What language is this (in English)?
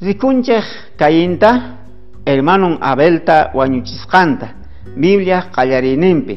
South Bolivian Quechua